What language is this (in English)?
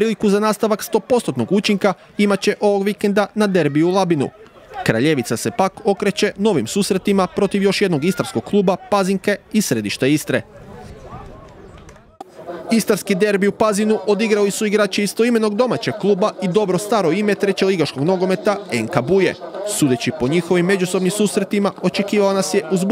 Croatian